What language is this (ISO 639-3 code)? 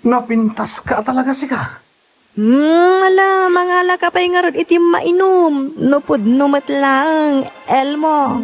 ilo